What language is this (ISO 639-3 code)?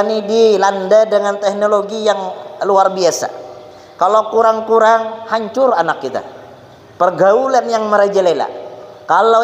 bjn